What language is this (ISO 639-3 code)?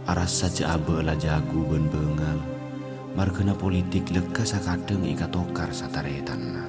mad